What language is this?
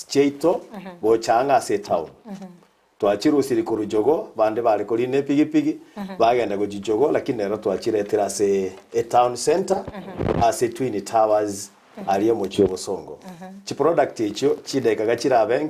Gusii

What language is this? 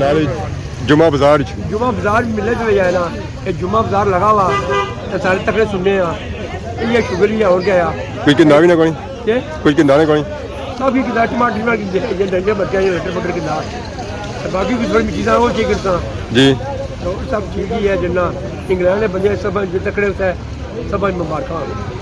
Pahari-Potwari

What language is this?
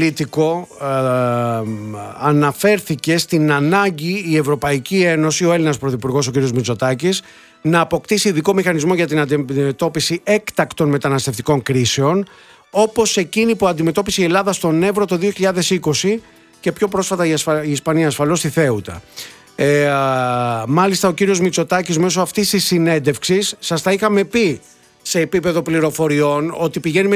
Greek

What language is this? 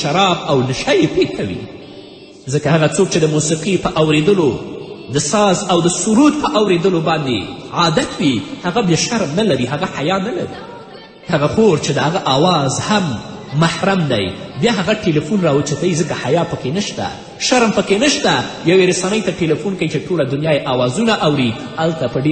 Pashto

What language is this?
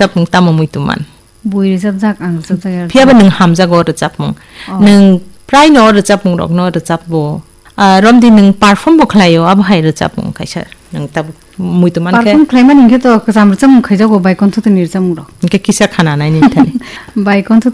Kok Borok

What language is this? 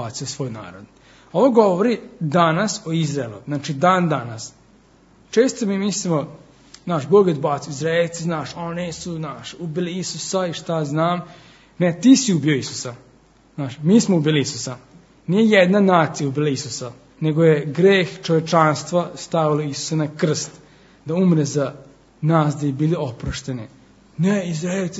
Serbian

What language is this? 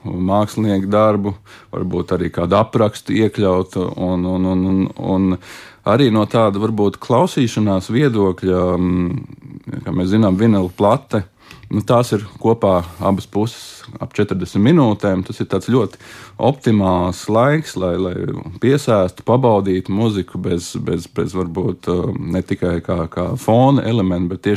Latvian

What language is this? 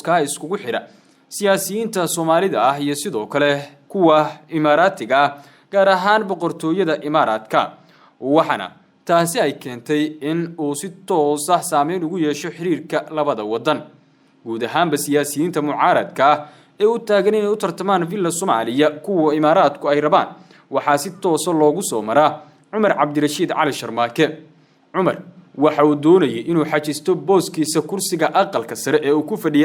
Somali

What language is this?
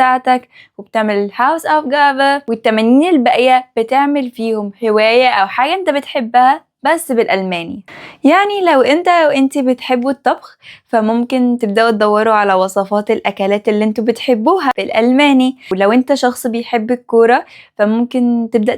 Egyptian Arabic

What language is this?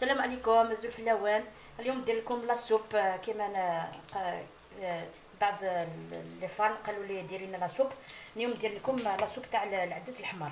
Algerian Arabic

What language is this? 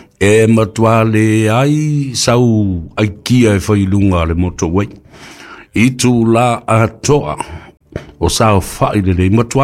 Samoan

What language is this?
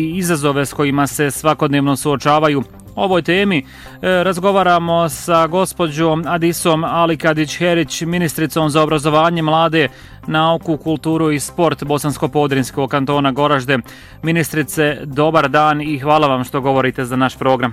Bosnian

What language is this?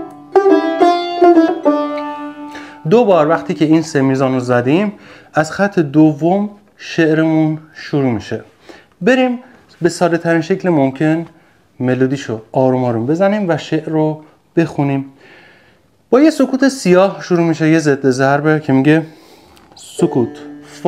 Persian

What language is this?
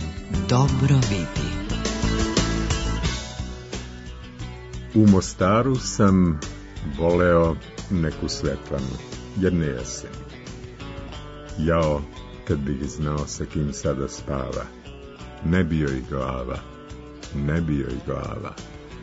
Serbian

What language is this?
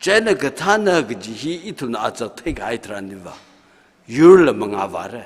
Tangkhul Naga (India)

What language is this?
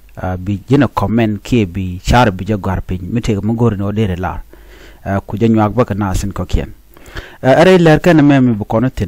Nuer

